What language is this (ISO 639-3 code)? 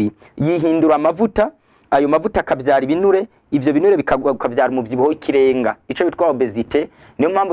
run